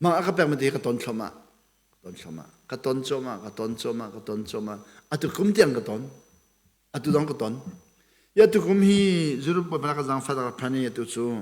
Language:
Hakha Chin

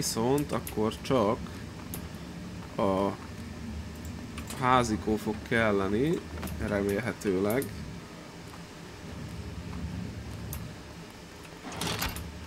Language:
Hungarian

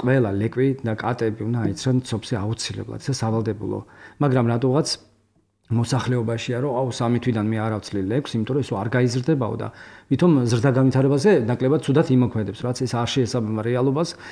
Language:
Georgian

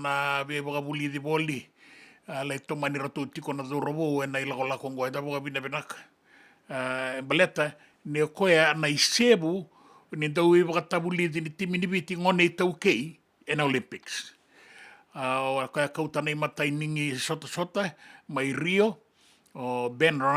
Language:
Fijian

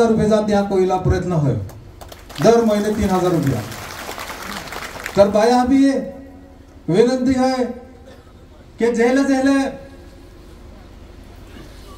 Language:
Marathi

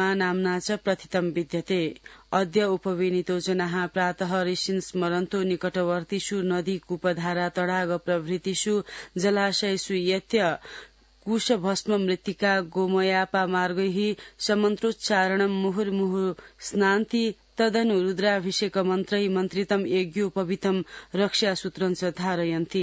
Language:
Sanskrit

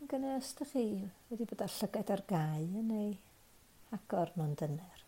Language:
Welsh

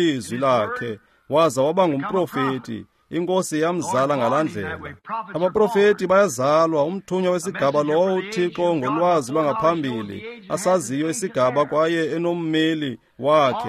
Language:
Xhosa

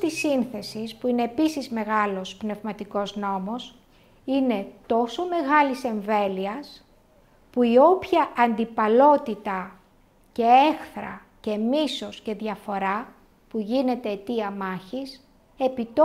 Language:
Greek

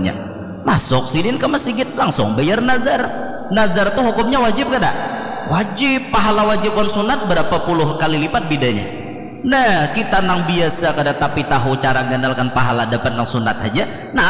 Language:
Banjar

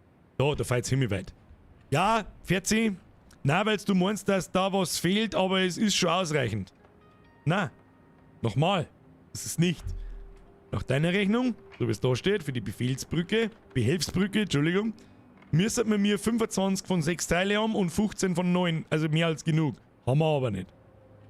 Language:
Bavarian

